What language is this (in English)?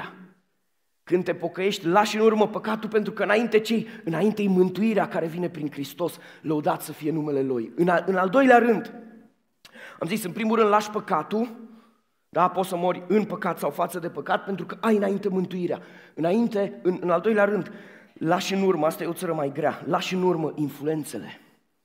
Romanian